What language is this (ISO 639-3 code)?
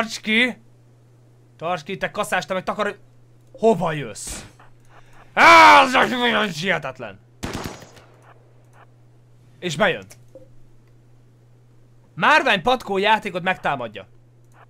hun